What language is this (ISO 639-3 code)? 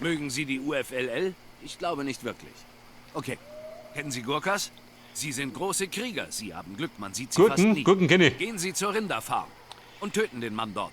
bar